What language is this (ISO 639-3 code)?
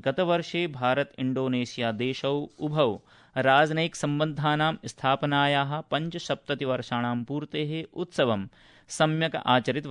san